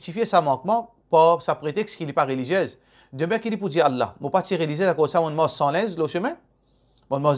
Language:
Morisyen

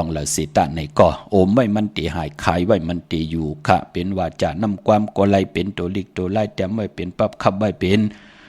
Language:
Shan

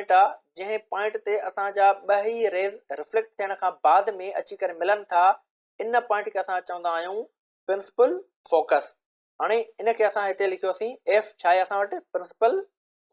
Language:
Sindhi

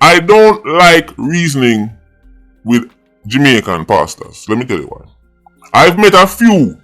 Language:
Jamaican Creole English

